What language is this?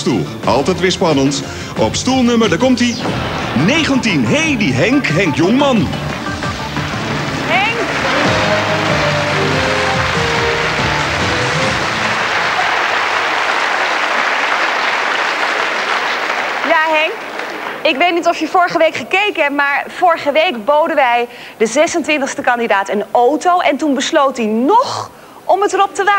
Dutch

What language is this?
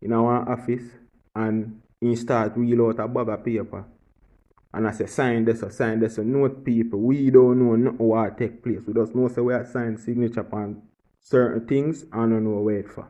Jamaican Creole English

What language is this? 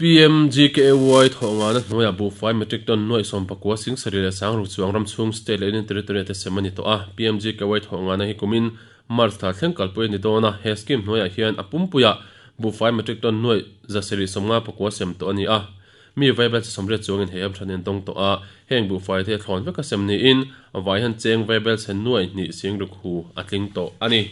Mizo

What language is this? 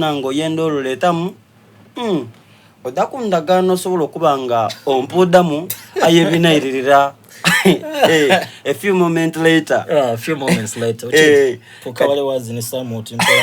Soga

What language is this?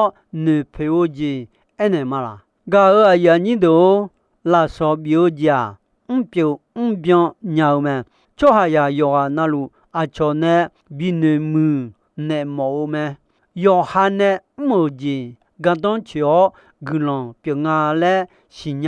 Akha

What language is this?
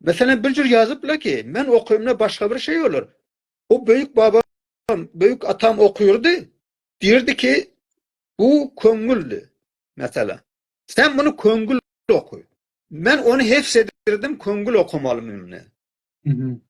South Azerbaijani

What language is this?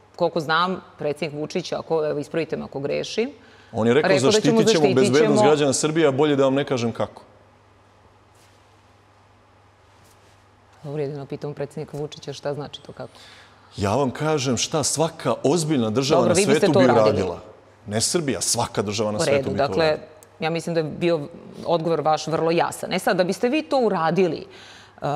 Serbian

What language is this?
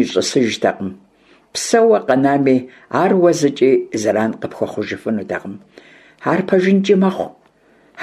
Kabardian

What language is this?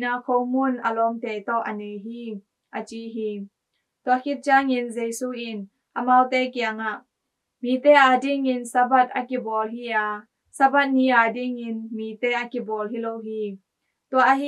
Tedim Chin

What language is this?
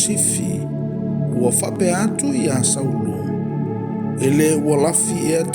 Samoan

